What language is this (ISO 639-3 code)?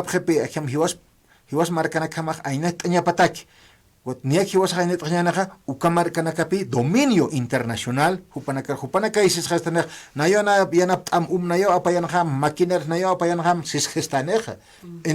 aym